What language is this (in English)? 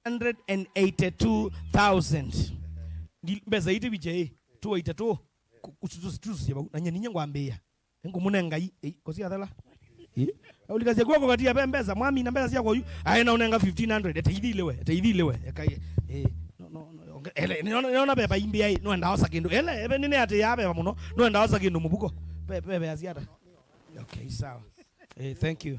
Kamba